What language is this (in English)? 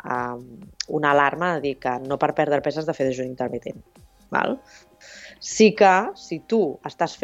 Catalan